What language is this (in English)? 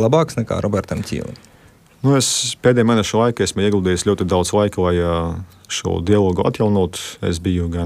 Latvian